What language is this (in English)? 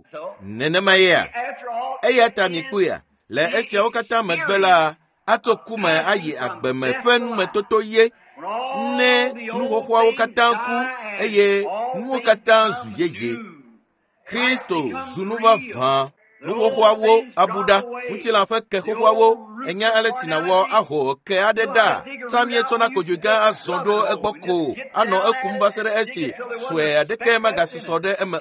Ewe